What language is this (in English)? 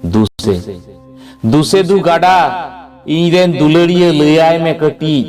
Santali